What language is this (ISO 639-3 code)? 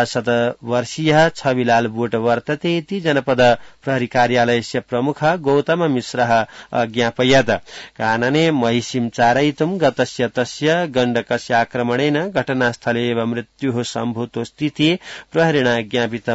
san